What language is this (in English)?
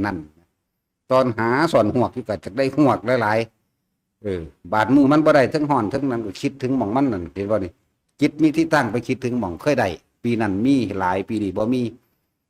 Northeastern Thai